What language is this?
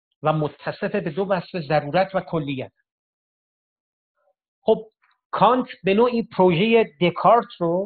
Persian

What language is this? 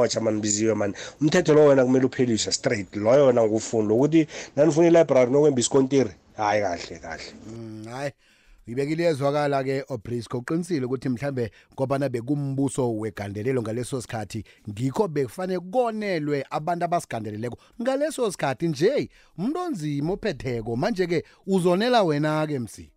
South Ndebele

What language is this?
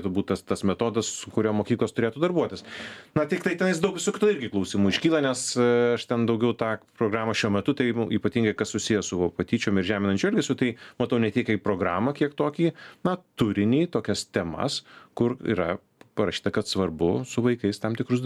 Lithuanian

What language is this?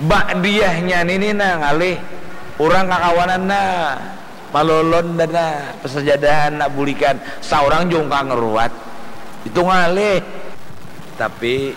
Banjar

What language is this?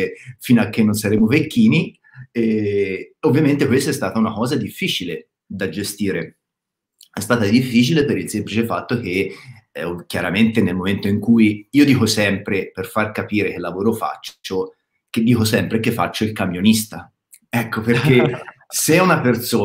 Italian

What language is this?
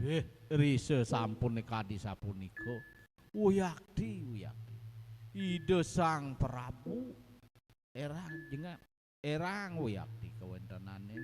Balinese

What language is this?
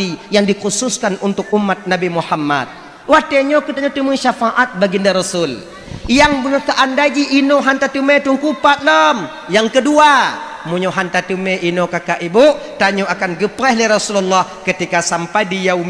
Achinese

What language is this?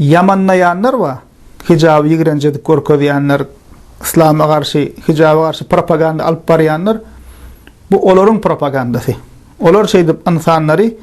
Turkmen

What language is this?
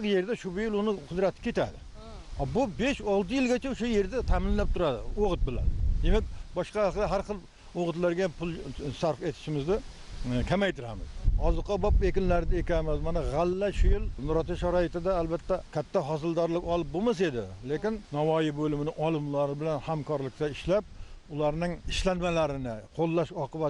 Uzbek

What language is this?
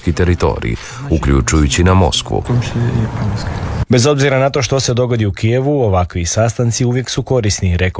Croatian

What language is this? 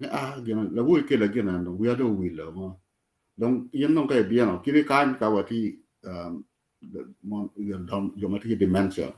Acoli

